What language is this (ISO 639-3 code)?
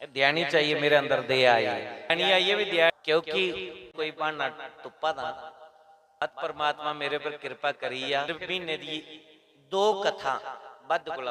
doi